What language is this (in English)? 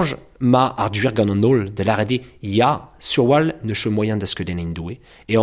Breton